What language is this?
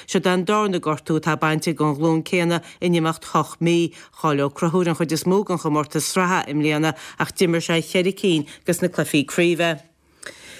Irish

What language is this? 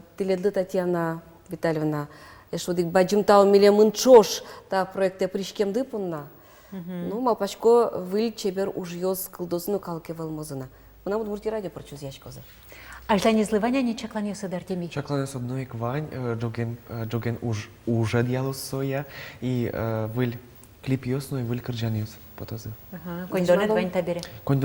Udmurt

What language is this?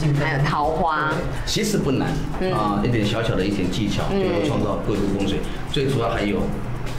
Chinese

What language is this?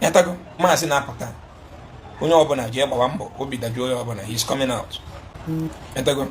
Igbo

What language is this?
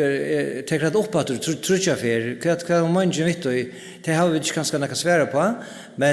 Faroese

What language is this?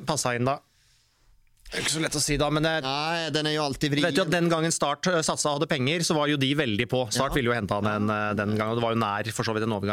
Norwegian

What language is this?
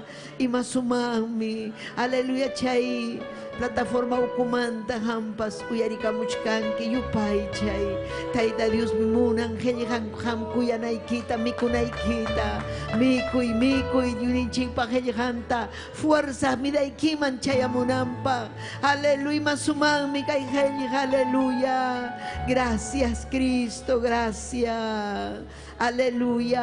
Ayacucho Quechua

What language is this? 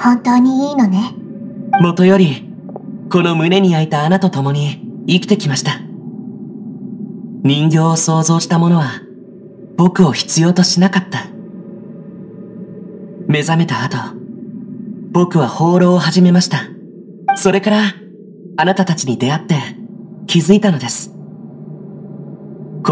Japanese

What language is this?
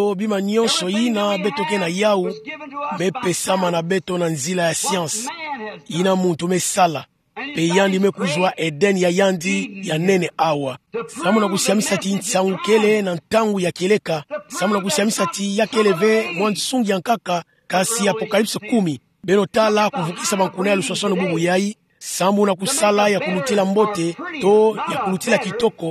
Kituba (Democratic Republic of Congo)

